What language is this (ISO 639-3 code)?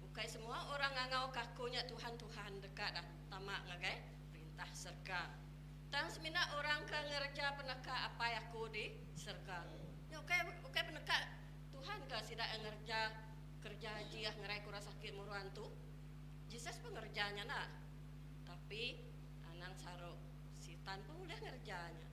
iba